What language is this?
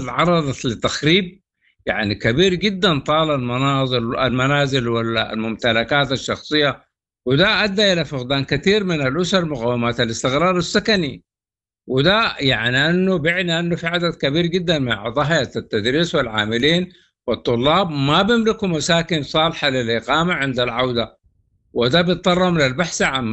Sudanese Arabic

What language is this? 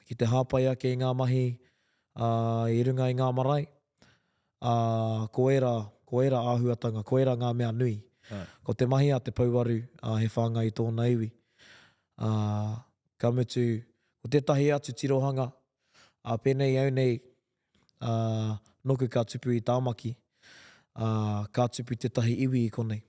Māori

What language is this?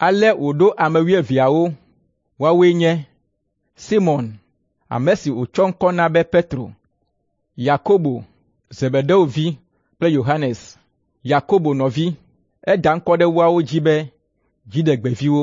Ewe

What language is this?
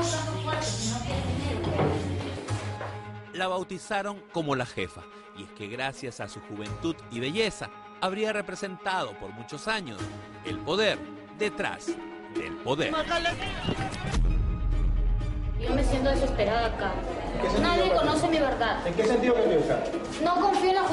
Spanish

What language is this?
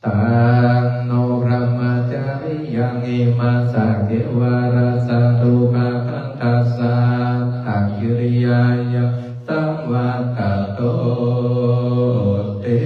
Pali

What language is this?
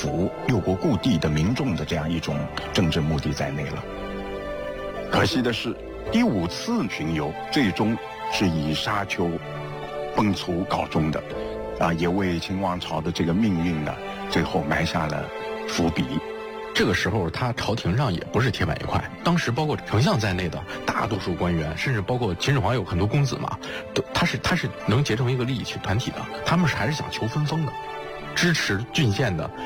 Chinese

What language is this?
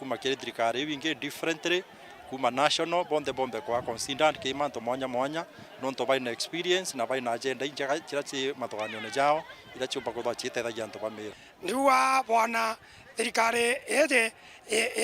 Meru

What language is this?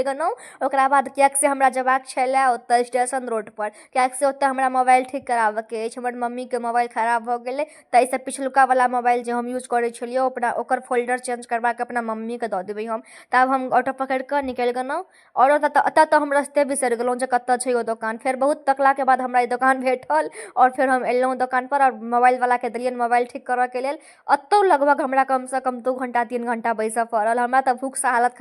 Maithili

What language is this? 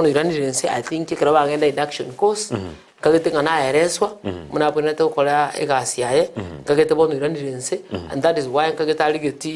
Gusii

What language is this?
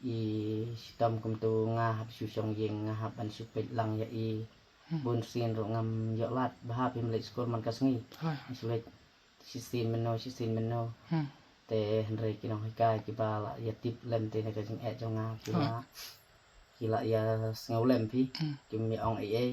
Khasi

